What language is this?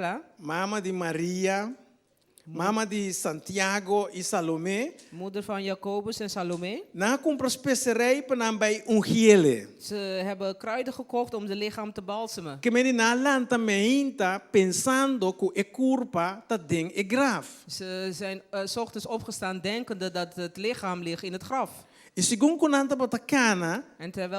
Papiamento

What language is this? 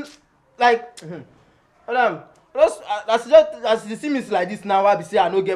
Nigerian Pidgin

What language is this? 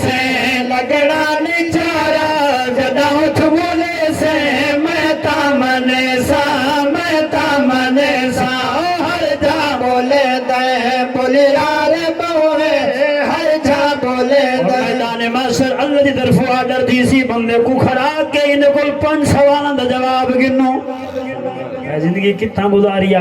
Saraiki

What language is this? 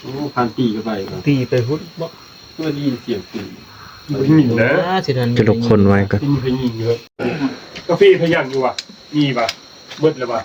Northeastern Thai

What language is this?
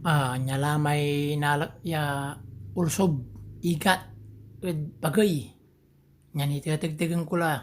Pangasinan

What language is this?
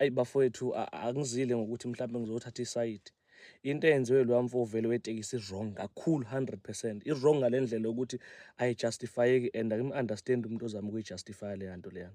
Zulu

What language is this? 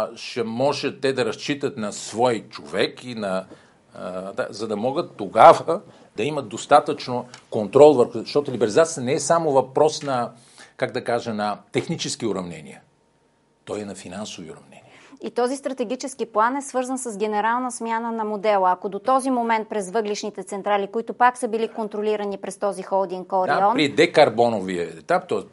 Bulgarian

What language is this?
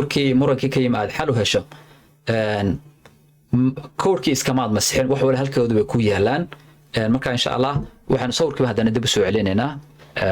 Somali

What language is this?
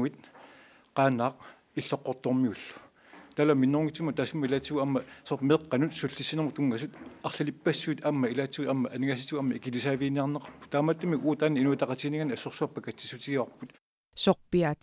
Kalaallisut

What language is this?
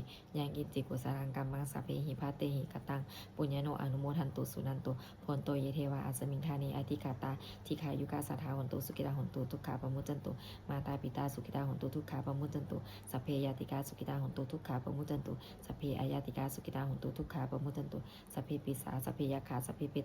Pali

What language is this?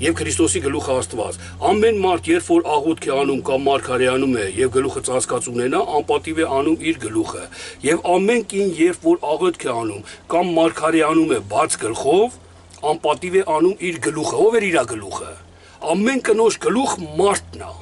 Armenian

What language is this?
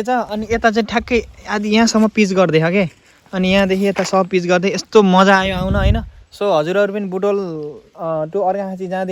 Nepali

